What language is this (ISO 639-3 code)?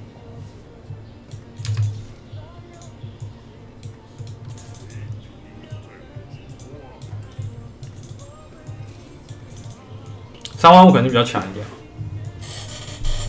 zho